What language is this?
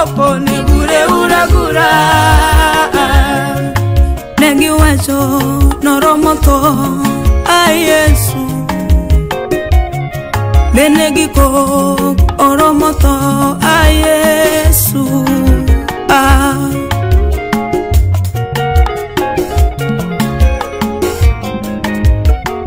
Luo (Kenya and Tanzania)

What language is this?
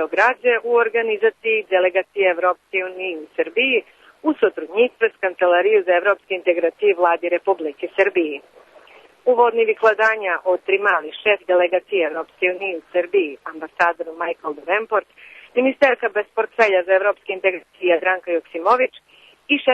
Rusyn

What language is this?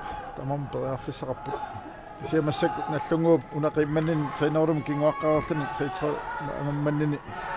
Kalaallisut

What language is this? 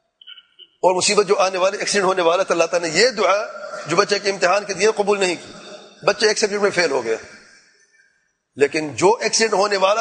Urdu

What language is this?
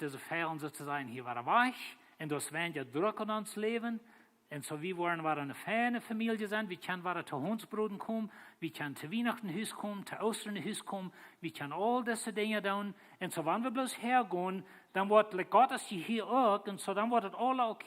Plautdietsch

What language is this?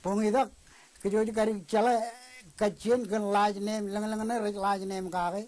Marshallese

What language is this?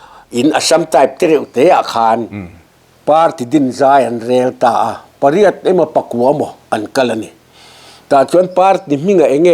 Mizo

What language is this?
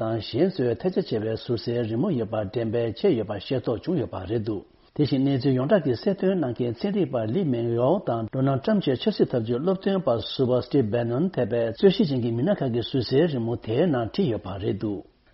Tibetan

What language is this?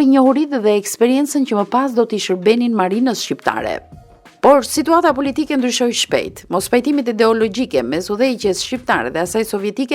Albanian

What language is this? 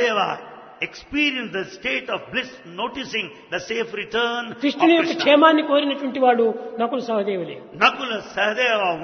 Telugu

